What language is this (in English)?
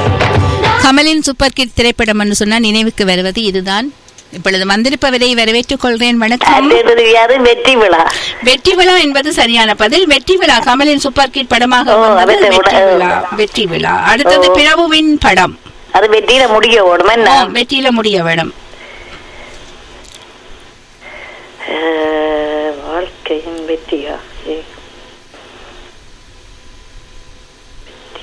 Tamil